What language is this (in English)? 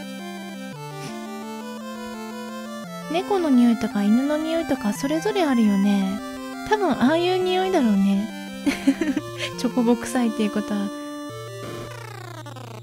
Japanese